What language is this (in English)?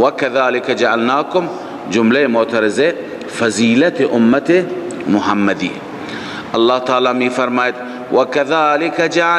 Persian